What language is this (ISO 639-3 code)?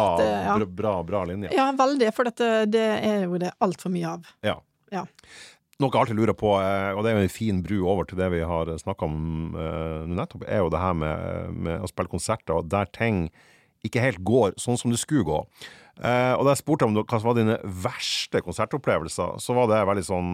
nor